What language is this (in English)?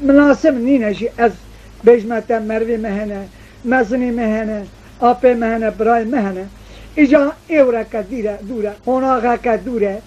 Kurdish